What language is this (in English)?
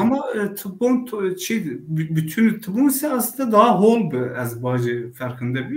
Zaza